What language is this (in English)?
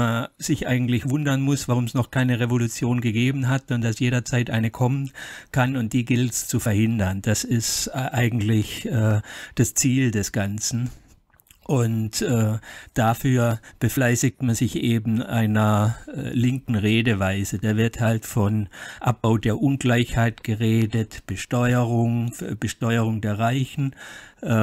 German